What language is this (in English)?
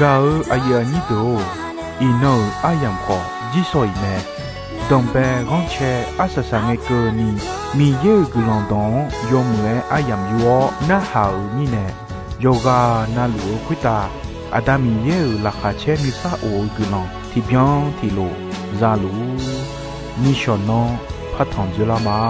Akha